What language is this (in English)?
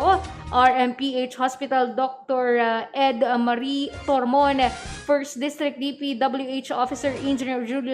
Hiligaynon